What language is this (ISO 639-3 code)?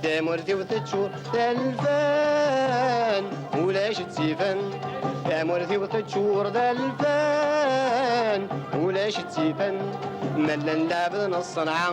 kab